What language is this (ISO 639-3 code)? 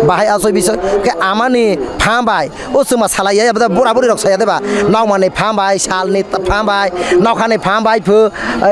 trp